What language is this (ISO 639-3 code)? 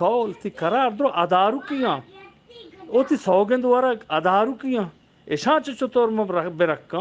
bgp